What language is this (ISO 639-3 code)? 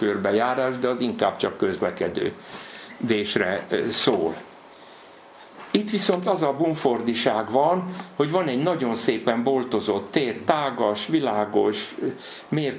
hun